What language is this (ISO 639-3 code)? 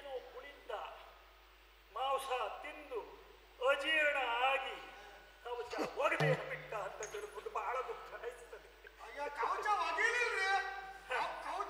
kan